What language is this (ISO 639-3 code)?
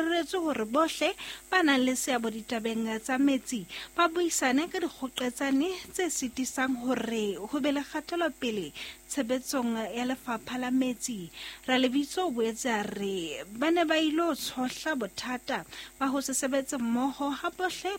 sot